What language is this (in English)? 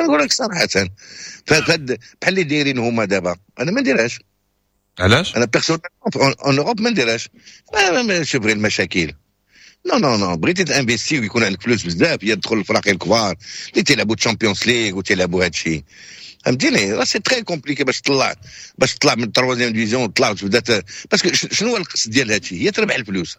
Moroccan Arabic